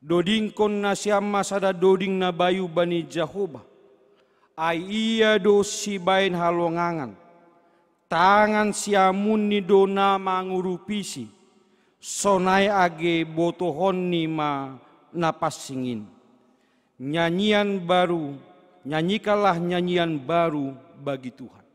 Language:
Batak Simalungun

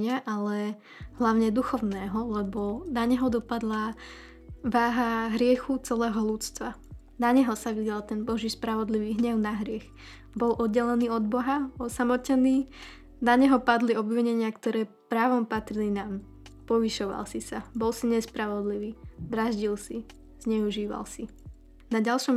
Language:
Slovak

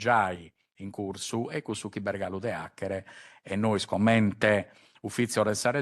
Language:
Sardinian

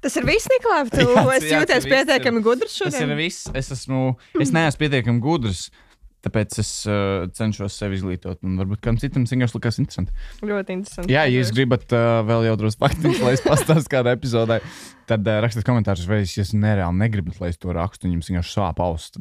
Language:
Latvian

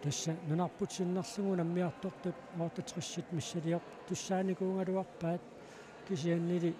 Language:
Kalaallisut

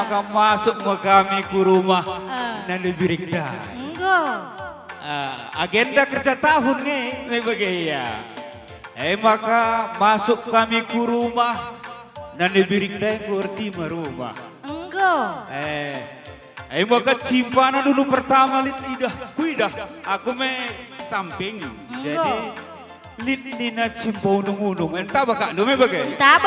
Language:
Batak Karo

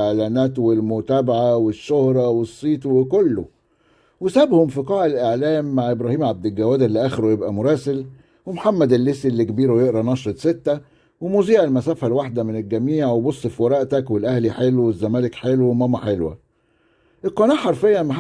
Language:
Egyptian Arabic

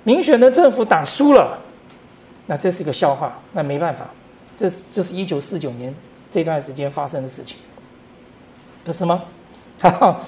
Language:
Chinese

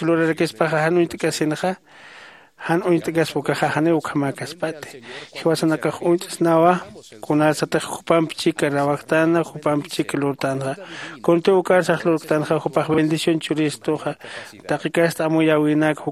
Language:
Aymara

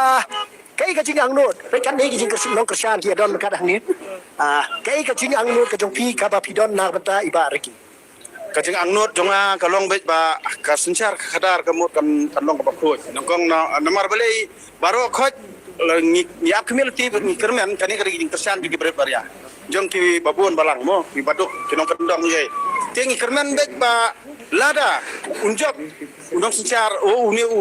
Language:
Khasi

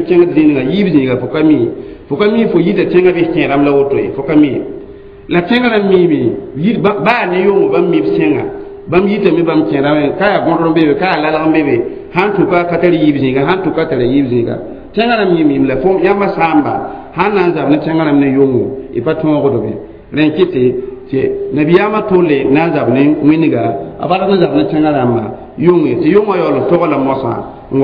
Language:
Mossi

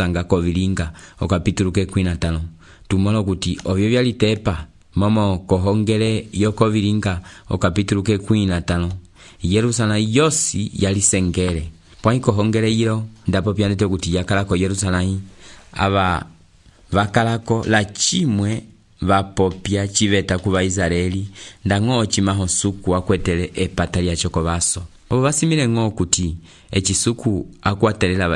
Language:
Umbundu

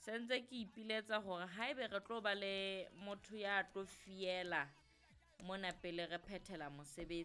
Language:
Southern Sotho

